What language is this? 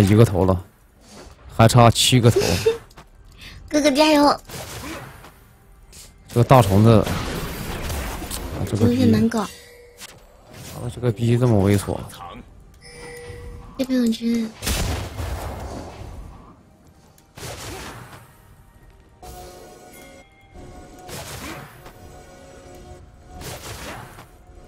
Chinese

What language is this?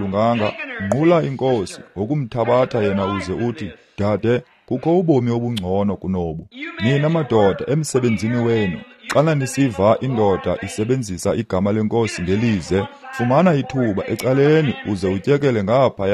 Xhosa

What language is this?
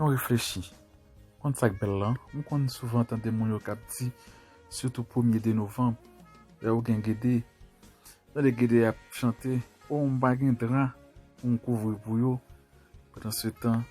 Haitian Creole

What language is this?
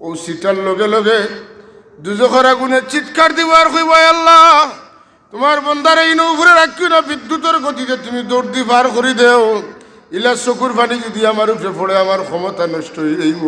Sylheti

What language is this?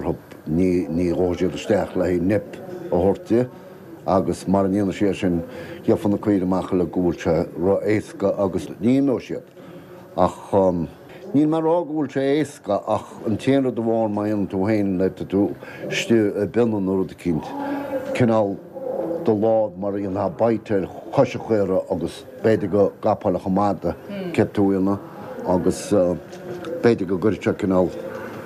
Irish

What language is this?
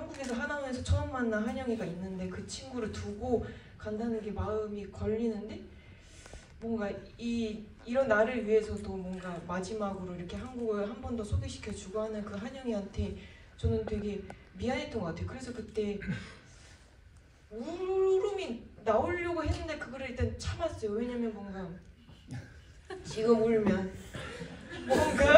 Korean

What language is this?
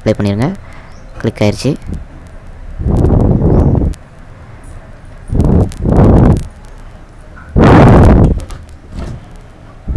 Tamil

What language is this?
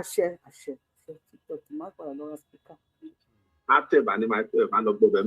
Yoruba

